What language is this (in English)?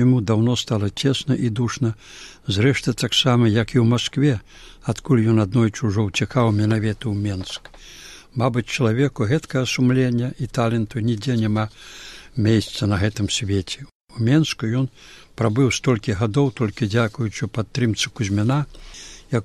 Belarusian